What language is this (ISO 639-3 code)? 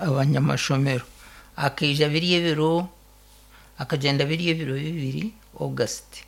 nyn